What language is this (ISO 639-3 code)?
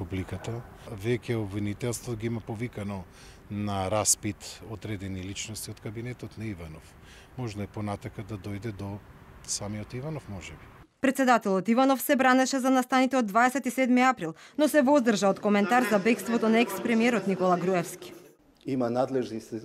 mkd